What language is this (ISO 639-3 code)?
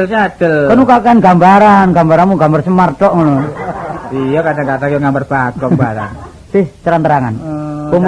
jav